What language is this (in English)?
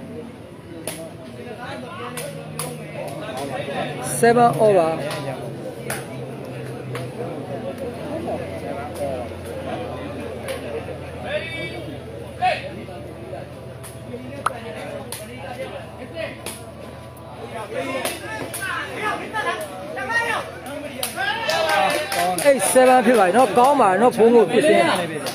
Burmese